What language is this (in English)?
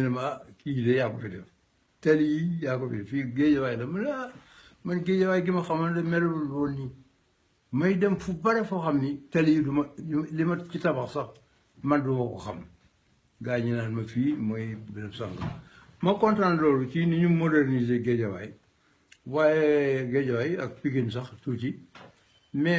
Wolof